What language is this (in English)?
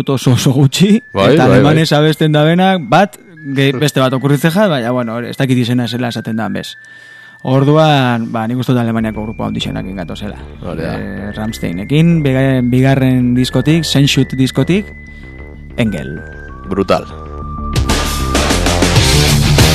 Basque